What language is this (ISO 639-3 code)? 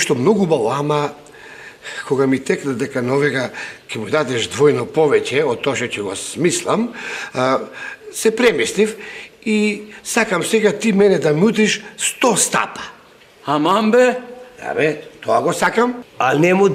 mkd